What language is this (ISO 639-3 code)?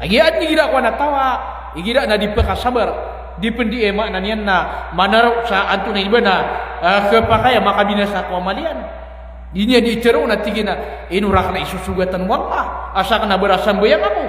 mrw